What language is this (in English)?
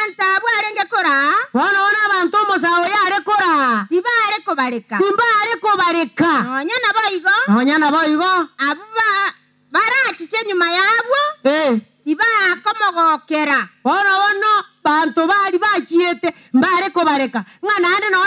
Gusii